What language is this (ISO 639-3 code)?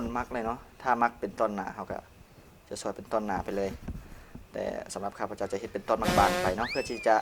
lao